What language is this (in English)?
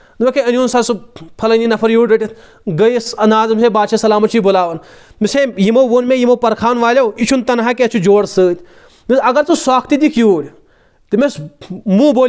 Kashmiri